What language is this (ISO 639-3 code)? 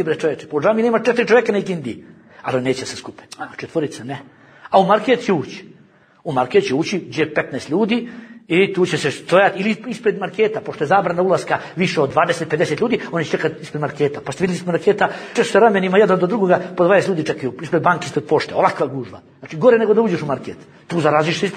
bos